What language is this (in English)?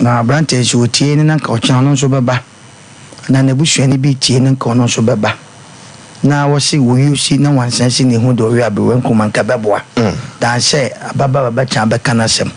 Akan